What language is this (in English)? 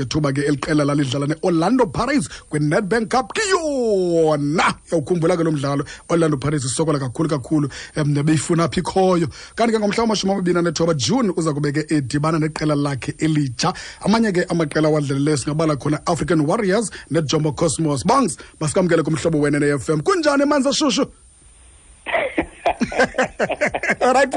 Xhosa